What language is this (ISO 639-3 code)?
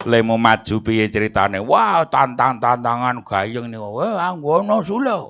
jav